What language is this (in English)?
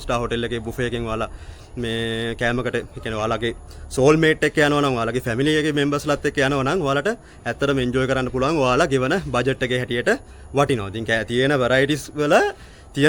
Sinhala